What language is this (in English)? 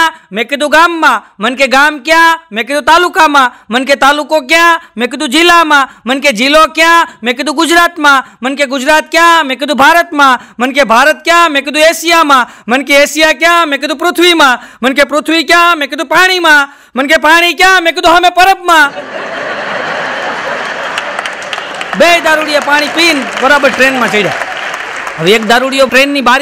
Gujarati